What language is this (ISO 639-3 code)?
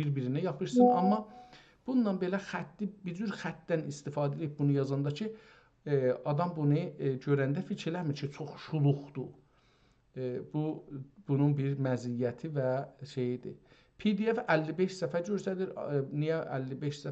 azb